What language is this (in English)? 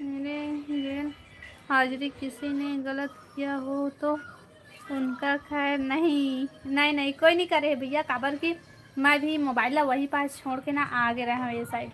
Chhattisgarhi